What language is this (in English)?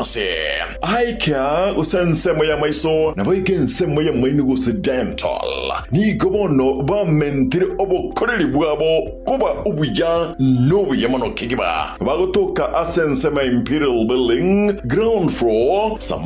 Gusii